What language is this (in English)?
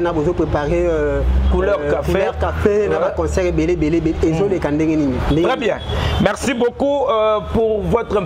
Lingala